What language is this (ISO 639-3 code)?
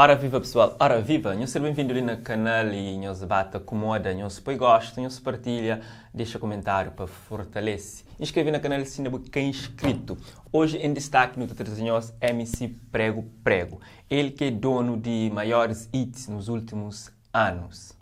kea